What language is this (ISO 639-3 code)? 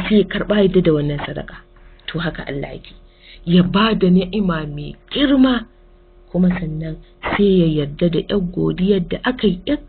hau